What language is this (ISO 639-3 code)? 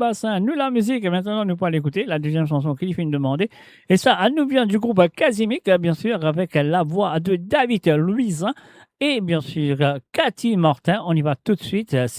mfe